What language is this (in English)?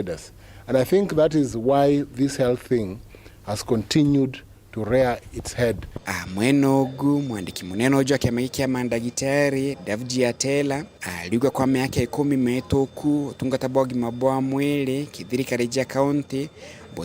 Meru